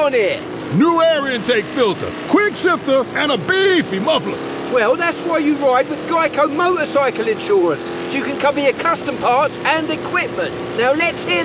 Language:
English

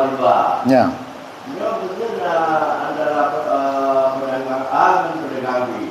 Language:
Achinese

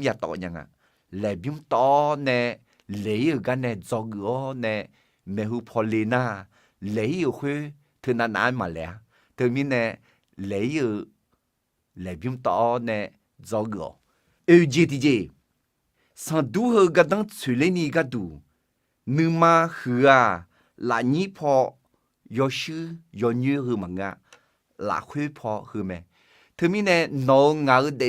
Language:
Akha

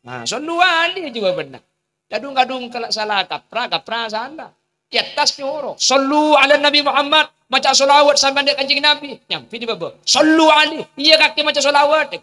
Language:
Madurese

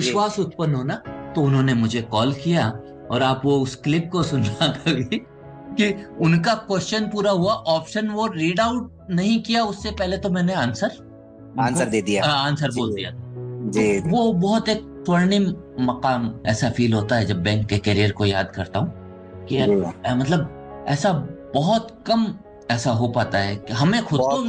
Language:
Hindi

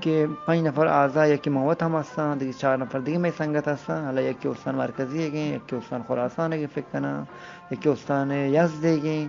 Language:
Eastern Balochi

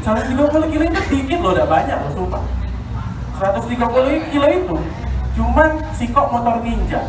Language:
Musi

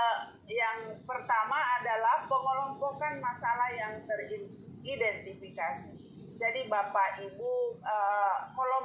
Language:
Indonesian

